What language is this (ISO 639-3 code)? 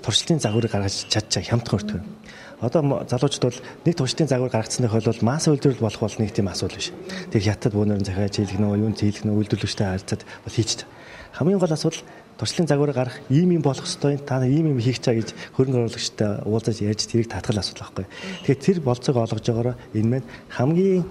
mon